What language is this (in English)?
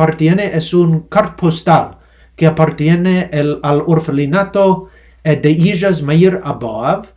Ladino